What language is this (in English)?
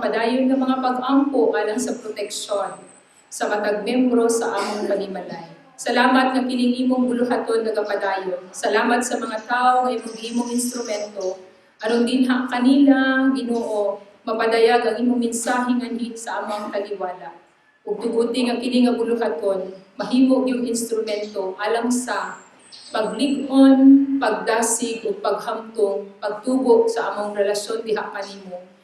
Cebuano